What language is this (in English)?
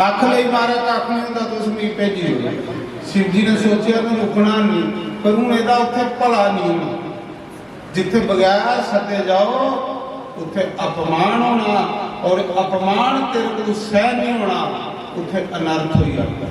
Dogri